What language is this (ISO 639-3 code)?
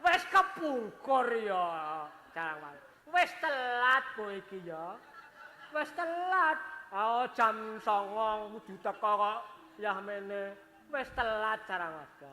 jav